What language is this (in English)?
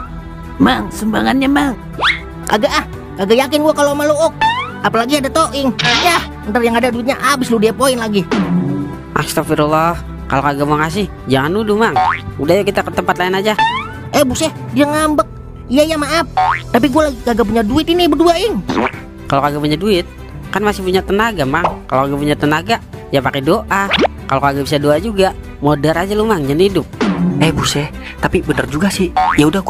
Betawi